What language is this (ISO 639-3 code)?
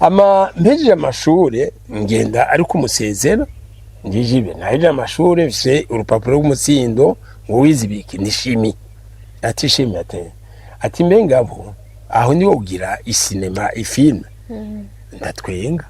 run